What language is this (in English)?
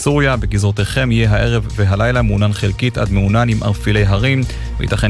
Hebrew